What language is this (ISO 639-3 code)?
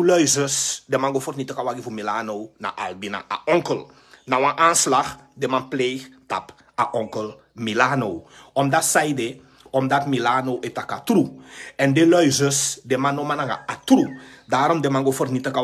srn